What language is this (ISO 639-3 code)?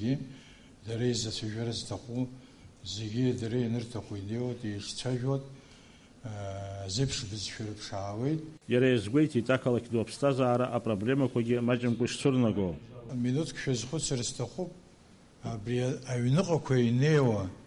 abk